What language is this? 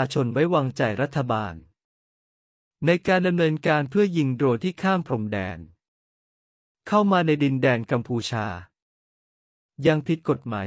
Thai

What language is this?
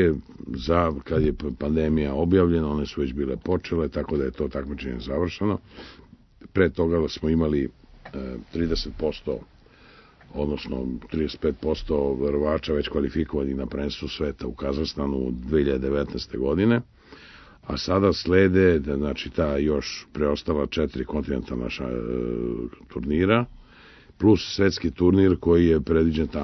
Serbian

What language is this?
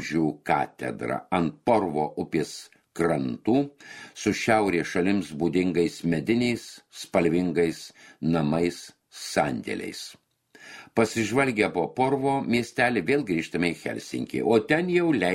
Lithuanian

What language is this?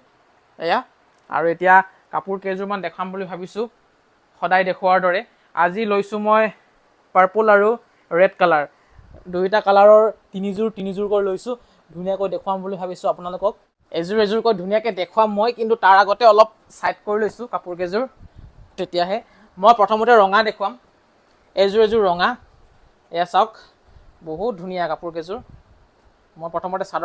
Assamese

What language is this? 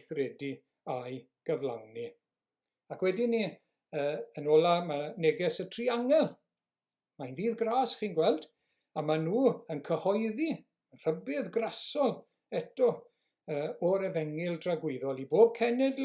Welsh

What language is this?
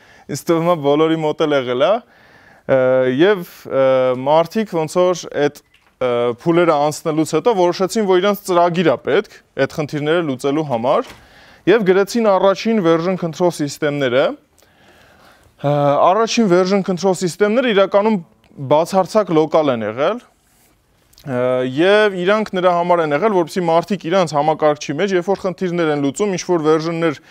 Armenian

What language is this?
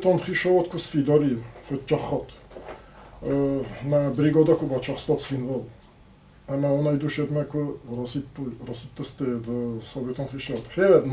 Ossetic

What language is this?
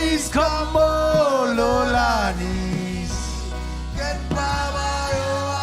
Marshallese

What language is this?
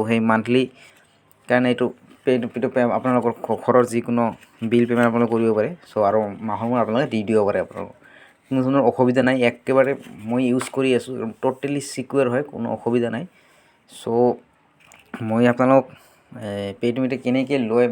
Assamese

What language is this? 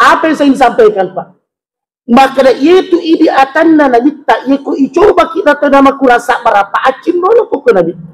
Buginese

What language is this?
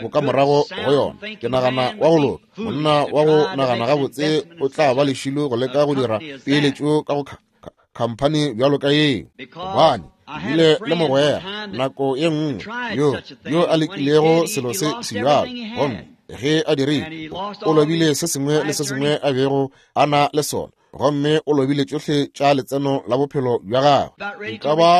Northern Sotho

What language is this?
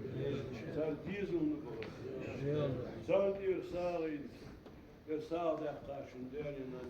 Ingush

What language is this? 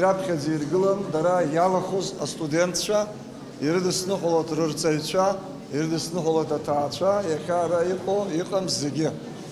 Abkhazian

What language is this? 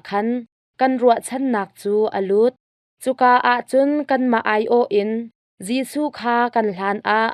Hakha Chin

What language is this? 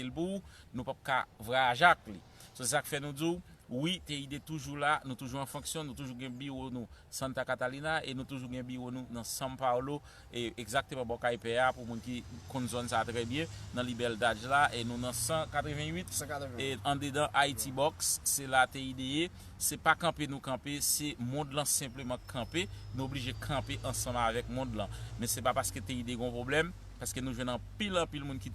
Haitian Creole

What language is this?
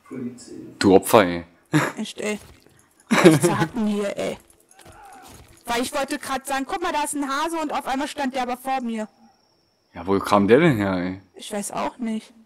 German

